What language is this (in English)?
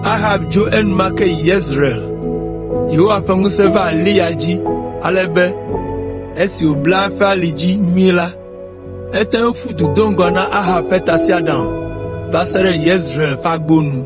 Ewe